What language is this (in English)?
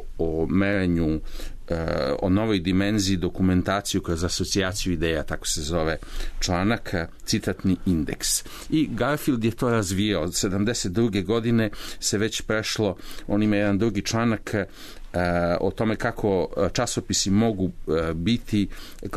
Serbian